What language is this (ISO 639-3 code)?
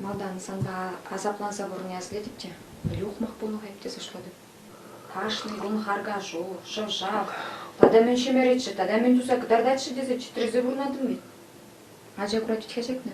chv